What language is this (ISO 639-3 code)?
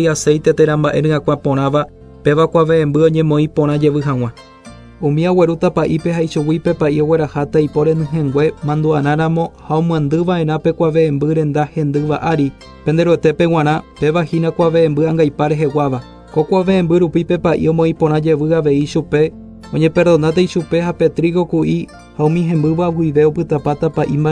grn